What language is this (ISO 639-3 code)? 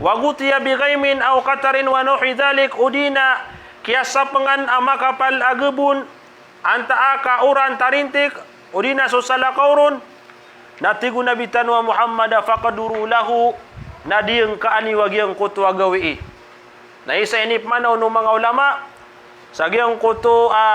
mrw